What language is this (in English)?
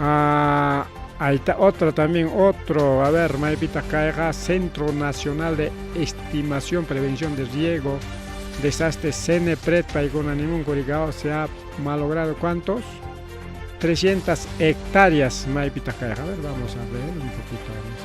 Ayacucho Quechua